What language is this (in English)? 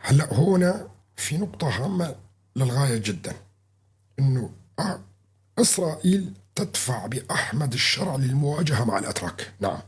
North Levantine Arabic